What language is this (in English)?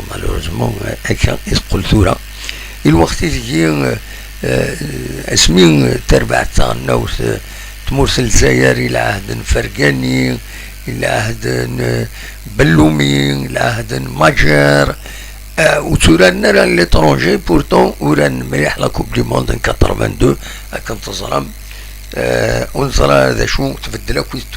Kabyle